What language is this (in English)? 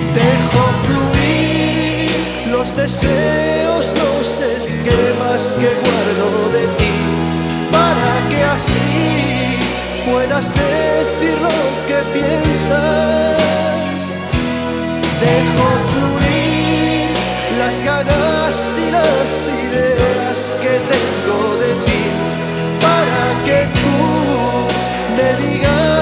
Spanish